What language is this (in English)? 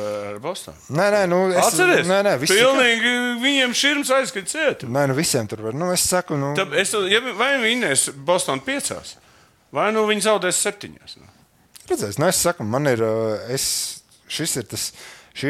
Latvian